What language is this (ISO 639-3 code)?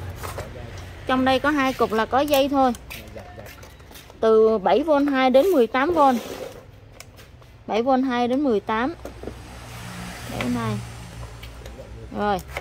vie